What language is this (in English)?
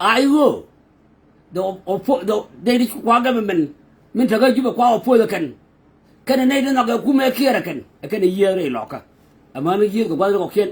Nuer